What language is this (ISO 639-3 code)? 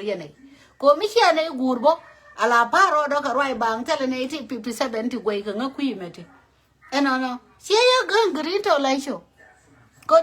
nus